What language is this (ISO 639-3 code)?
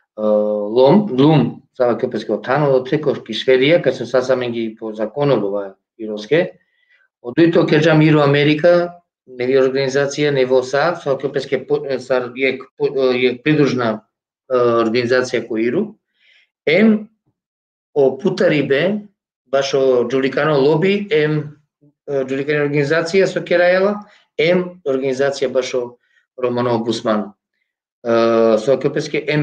rmn